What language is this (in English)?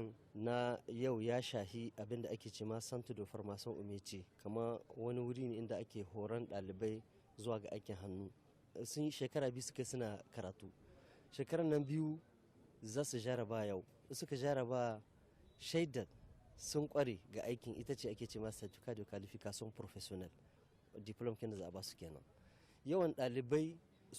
Hausa